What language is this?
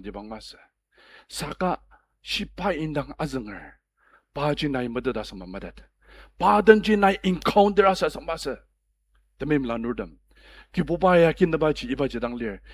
Ao Naga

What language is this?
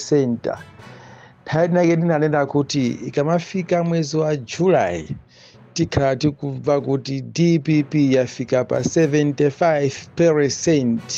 Nyanja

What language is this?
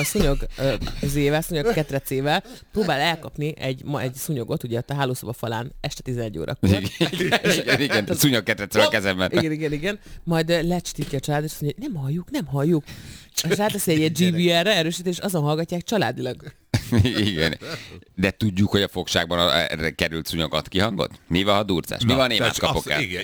Hungarian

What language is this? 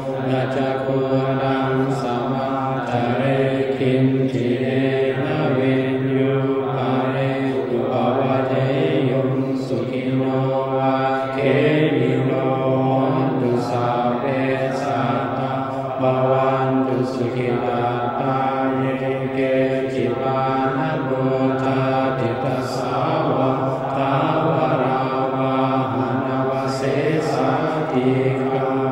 Pali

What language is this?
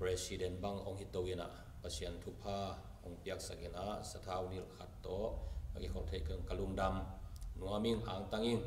Tedim Chin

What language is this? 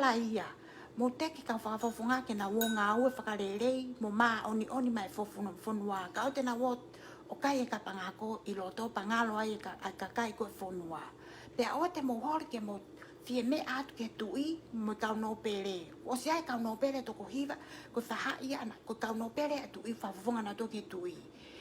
Tongan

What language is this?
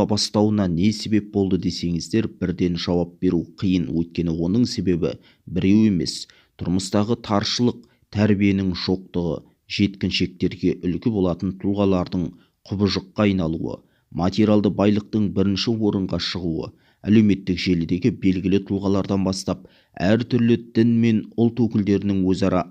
Kazakh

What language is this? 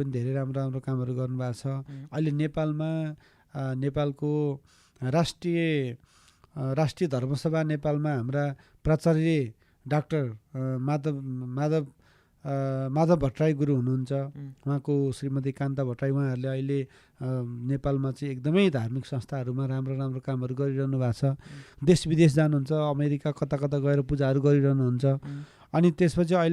Nepali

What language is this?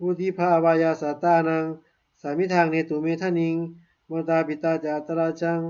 Pali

